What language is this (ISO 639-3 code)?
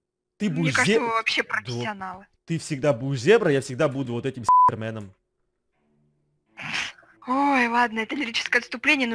rus